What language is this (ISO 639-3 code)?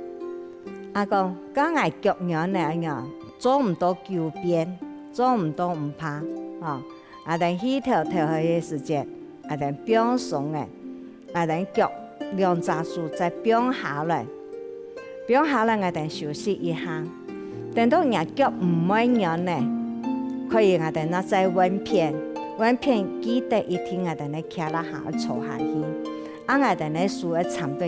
hak